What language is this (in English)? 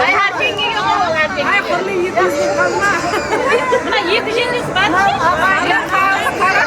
Kara-Kalpak